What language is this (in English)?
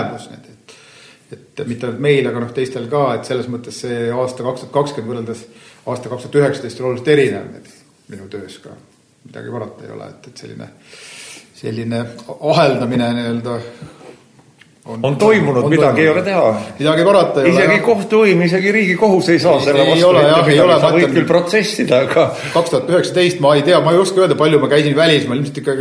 Estonian